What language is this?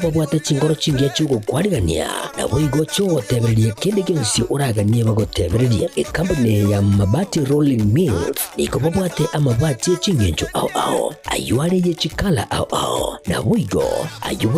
Gusii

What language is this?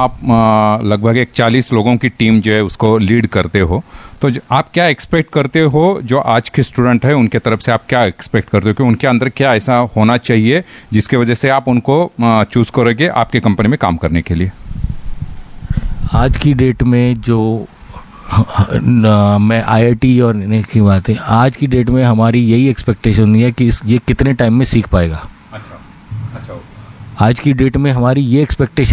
Hindi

